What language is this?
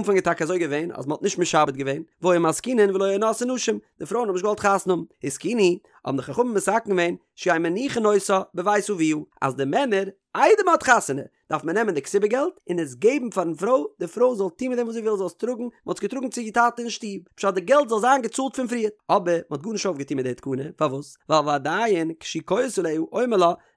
Yiddish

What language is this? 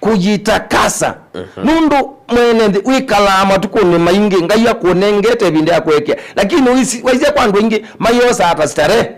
Kamba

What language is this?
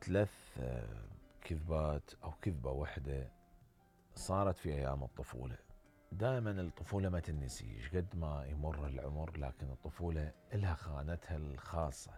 Mesopotamian Arabic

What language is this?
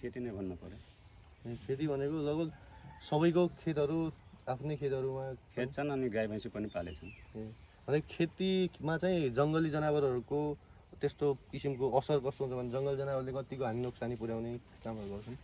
Nepali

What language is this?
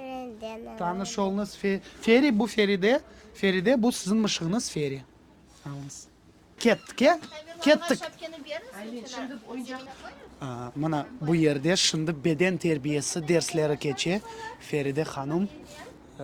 Crimean Tatar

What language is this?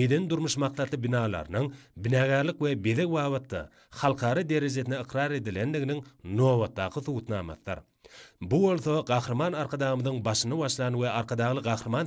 Turkmen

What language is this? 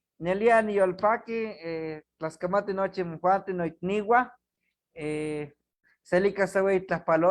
Eastern Huasteca Nahuatl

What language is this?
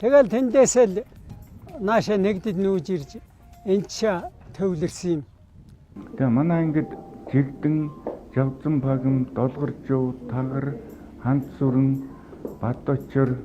Mongolian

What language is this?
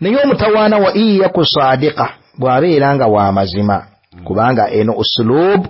Ganda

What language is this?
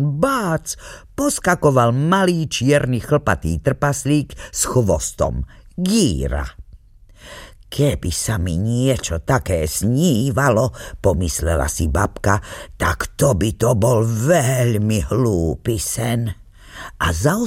Slovak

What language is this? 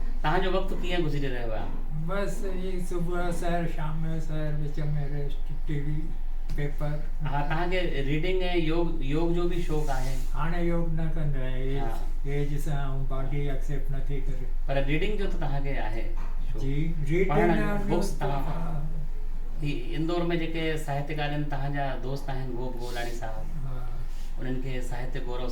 Sindhi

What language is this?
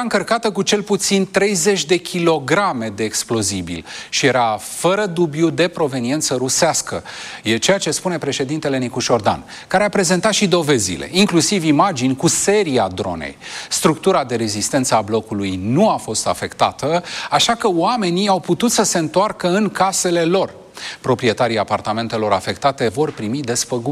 Romanian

